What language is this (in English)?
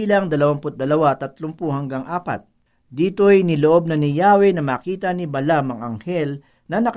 Filipino